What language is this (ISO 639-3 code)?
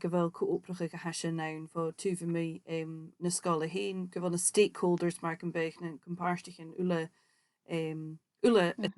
gla